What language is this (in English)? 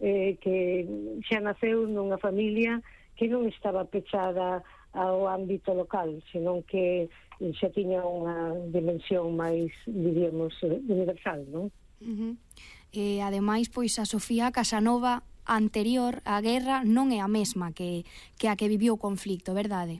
Galician